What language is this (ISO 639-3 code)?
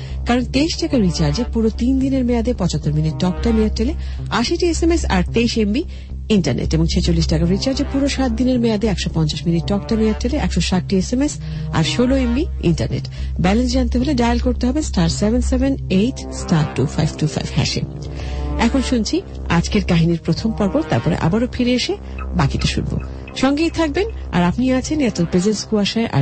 ben